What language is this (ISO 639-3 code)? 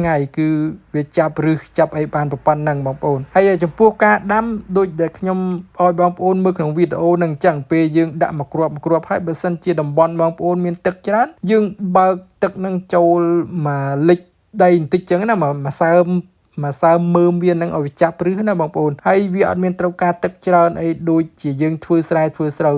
khm